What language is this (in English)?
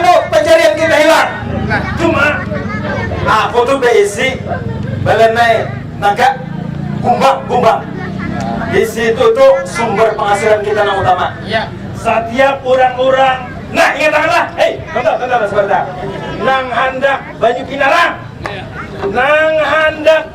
Banjar